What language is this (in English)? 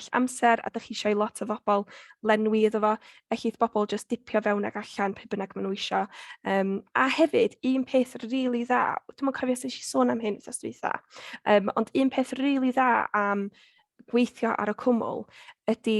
Welsh